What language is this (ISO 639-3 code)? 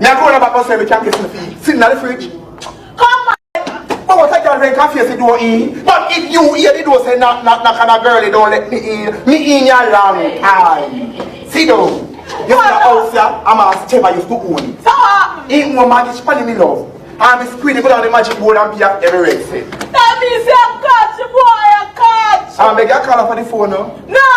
jam